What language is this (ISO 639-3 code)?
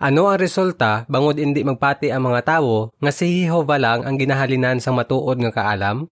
hil